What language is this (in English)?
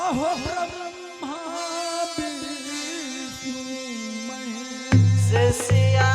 Angika